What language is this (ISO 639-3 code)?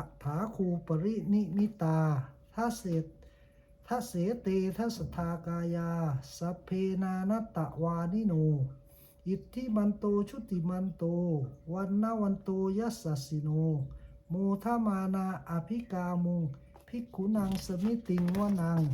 pli